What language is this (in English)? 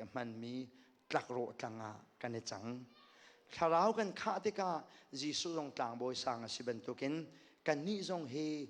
Hakha Chin